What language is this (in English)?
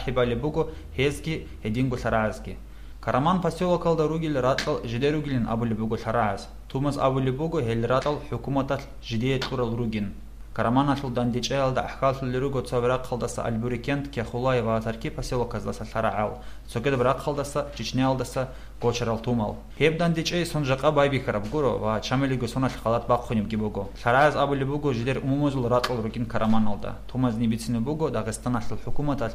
Avaric